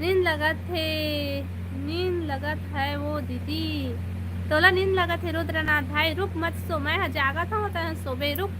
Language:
Chhattisgarhi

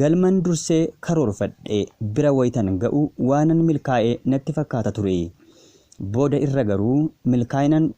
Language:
Oromo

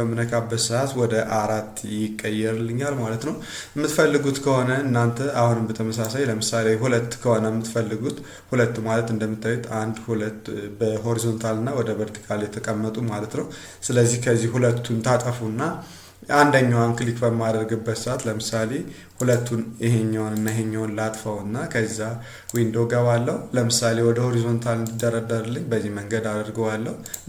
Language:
Amharic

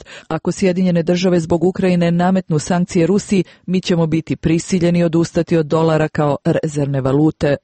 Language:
Serbian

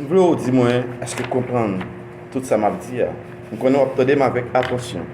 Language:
Haitian Creole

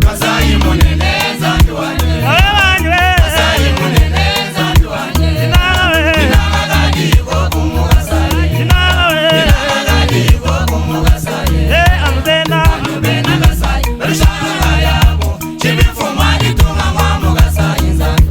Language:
Luba-Lulua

